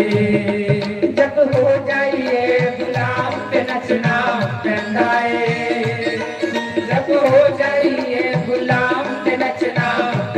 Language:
Dogri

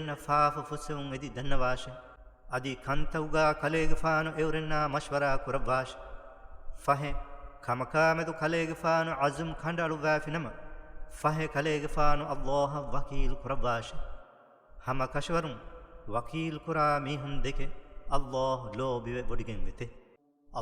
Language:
Divehi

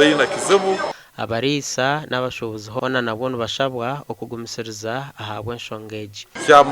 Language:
Nyankole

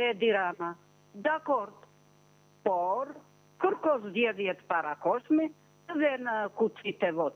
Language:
Albanian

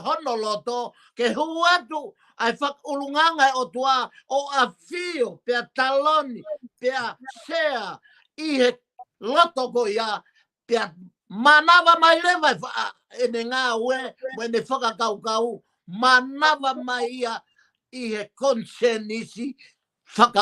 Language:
Tongan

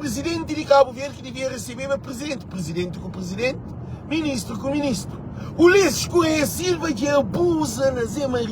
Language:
Kabuverdianu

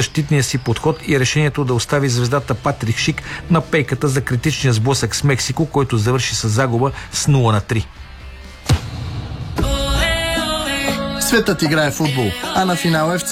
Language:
Bulgarian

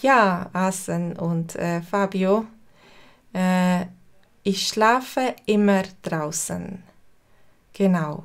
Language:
Swiss German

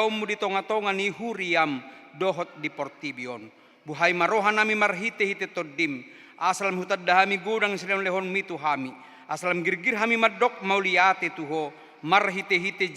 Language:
Batak Toba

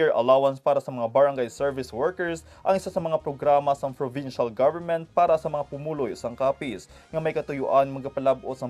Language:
Hiligaynon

